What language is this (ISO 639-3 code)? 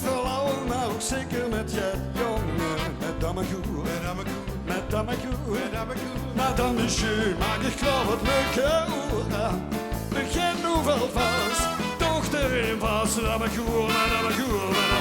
lim